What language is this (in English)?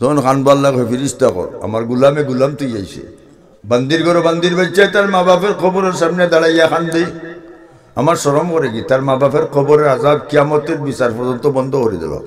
Sylheti